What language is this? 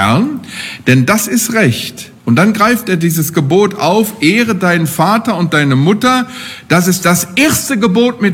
German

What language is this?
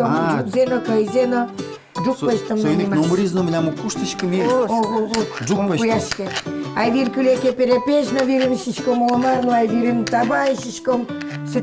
Udmurt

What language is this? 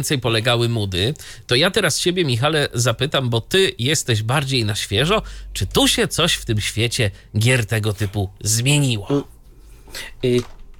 Polish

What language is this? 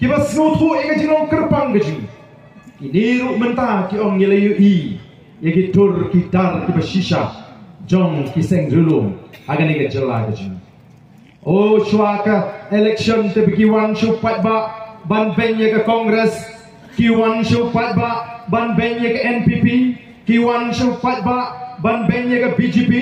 Khasi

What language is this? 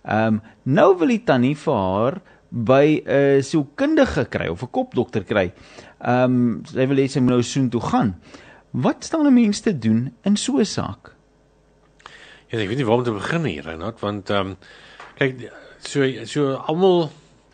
Afrikaans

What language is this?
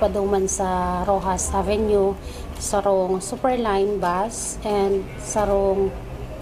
Bikol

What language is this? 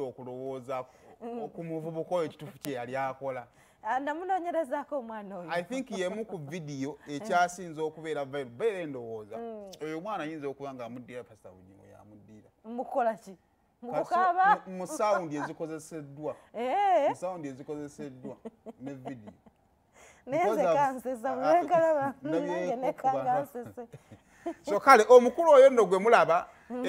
Ganda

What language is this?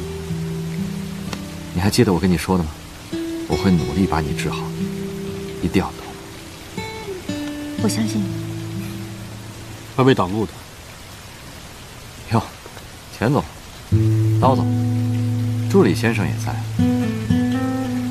Chinese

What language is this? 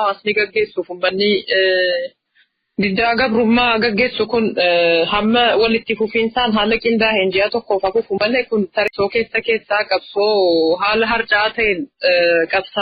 Oromo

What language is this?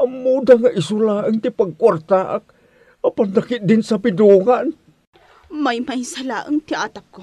Iloko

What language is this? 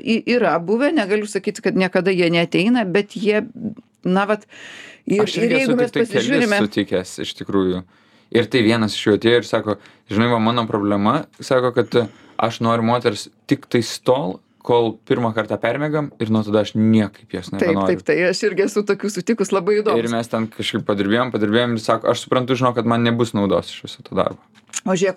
Lithuanian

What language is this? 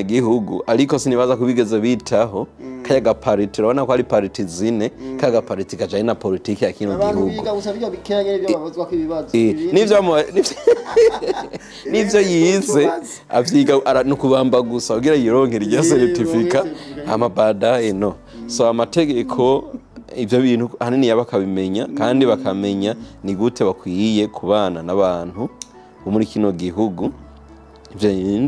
Rundi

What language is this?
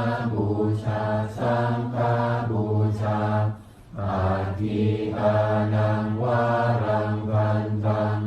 Pali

